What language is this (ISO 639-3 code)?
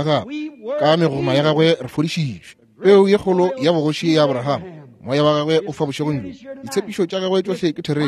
nso